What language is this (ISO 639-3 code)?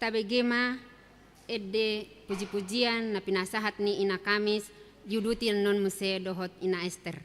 bbc